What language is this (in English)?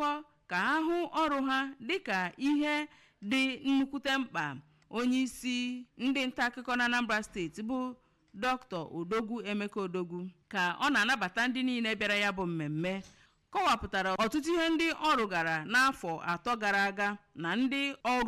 Igbo